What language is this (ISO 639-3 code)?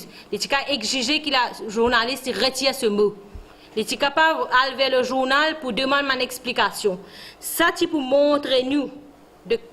mfe